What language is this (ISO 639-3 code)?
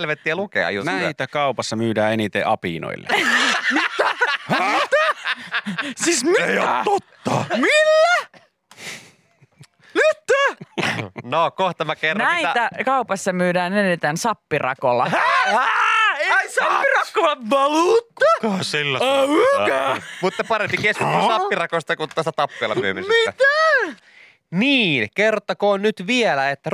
fin